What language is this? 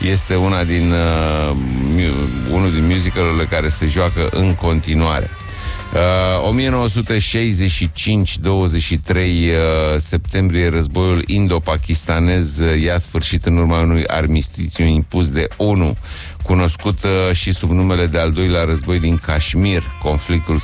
Romanian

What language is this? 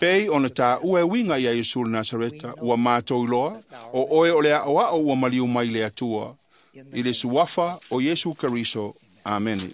Samoan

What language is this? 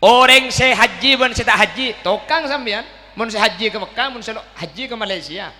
Madurese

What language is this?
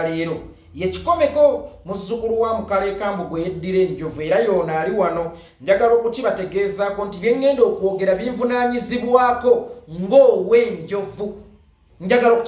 Ganda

